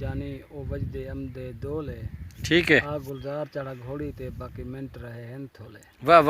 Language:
Saraiki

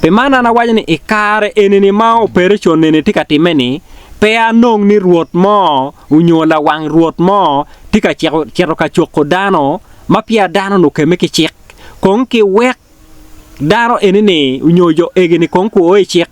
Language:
Acoli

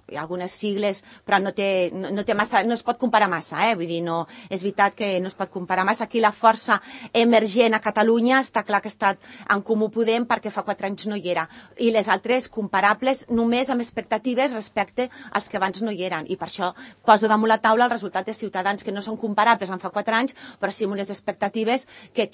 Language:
Catalan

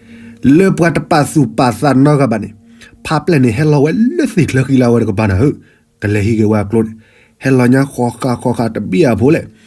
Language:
S'gaw Karen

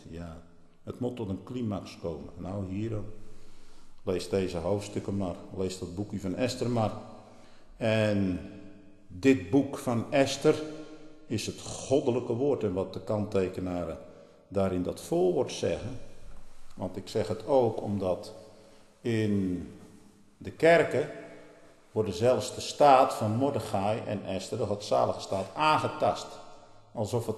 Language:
Dutch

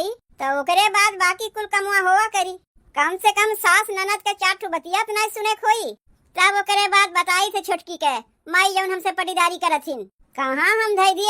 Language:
Awadhi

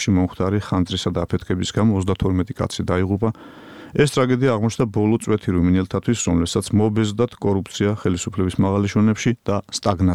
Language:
Georgian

